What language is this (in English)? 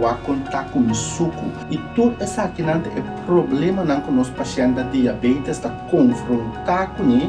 Papiamento